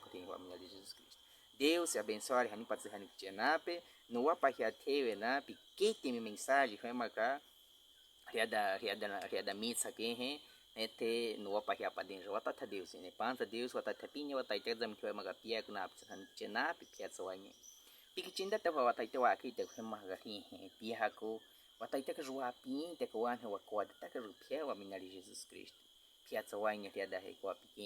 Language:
Baniwa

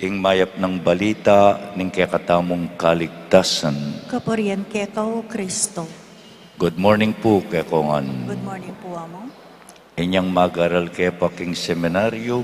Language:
Pampanga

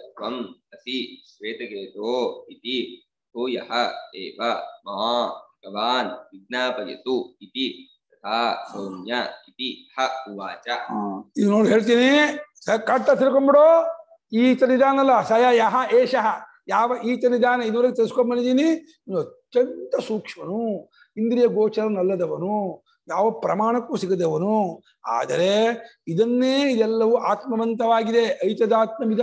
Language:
Kannada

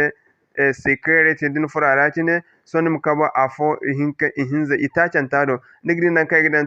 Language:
Zarma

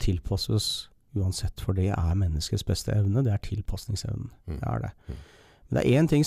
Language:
Norwegian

